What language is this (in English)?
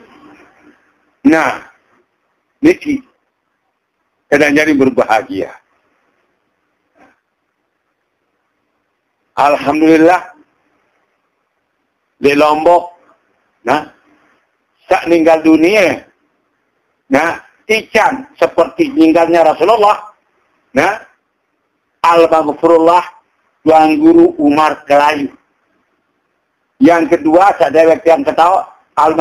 Sasak